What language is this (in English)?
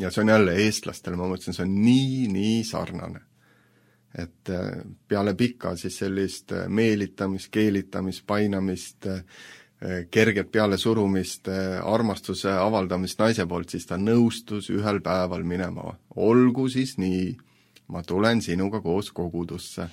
Estonian